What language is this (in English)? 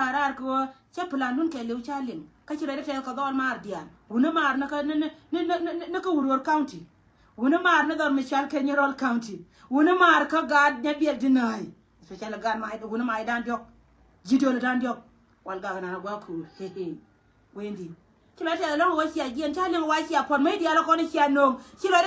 Nuer